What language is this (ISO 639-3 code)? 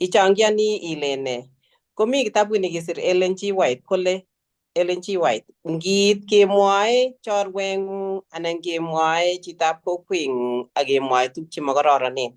kln